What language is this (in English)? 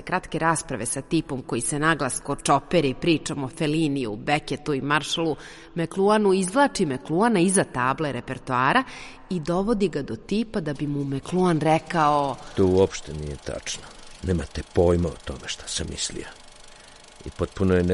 Serbian